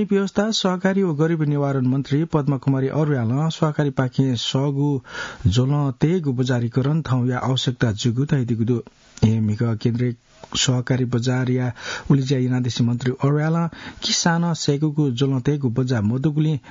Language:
Newari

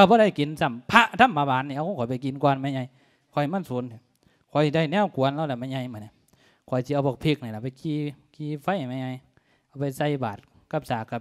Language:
Lao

